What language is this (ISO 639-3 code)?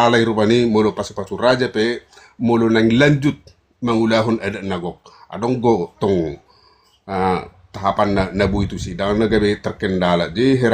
bbc